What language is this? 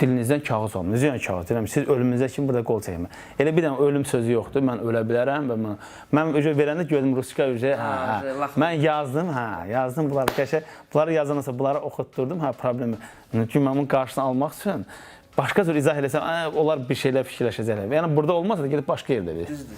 Azerbaijani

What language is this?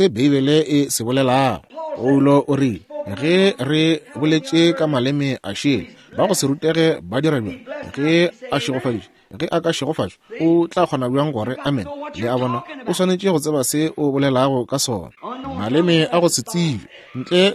Northern Sotho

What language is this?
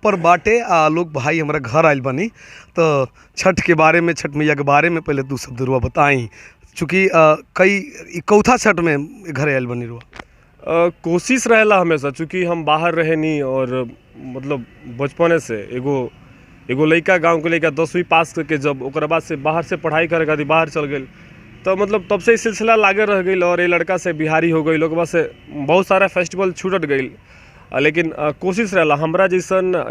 Bhojpuri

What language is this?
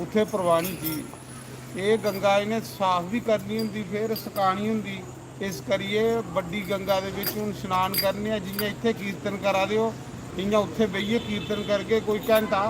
Dogri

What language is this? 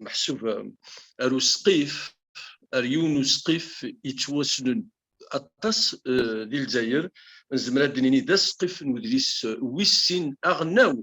Kabyle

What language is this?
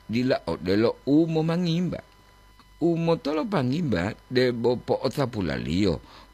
Gorontalo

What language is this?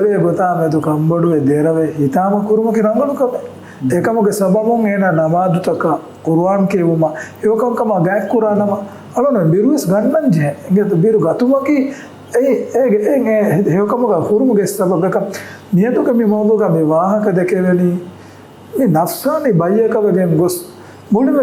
Divehi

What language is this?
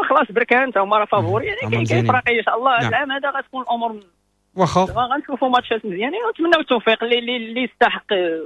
Moroccan Arabic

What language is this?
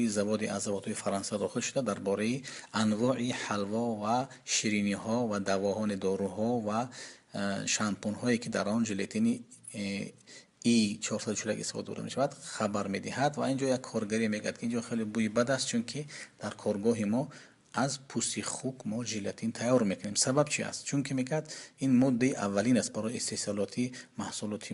Tajik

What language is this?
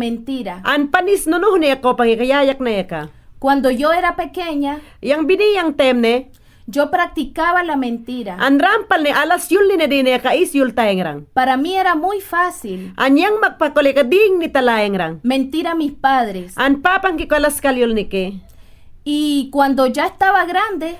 Mayangna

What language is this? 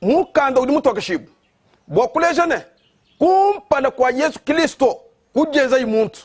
Luba-Lulua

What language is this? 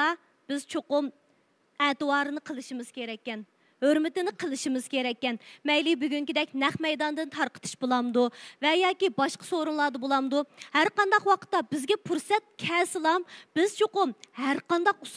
Uyghur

